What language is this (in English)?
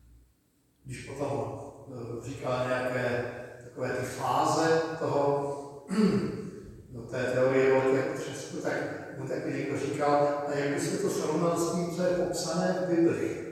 Czech